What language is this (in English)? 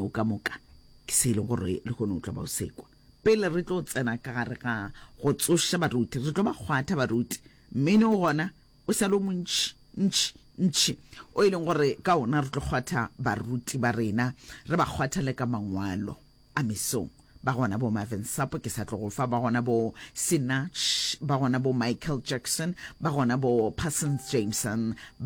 Northern Sotho